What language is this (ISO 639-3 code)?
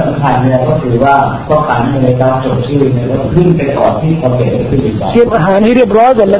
tha